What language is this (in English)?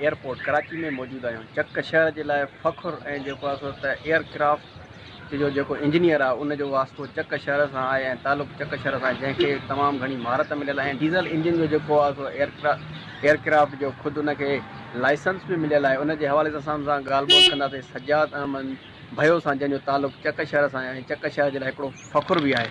Sindhi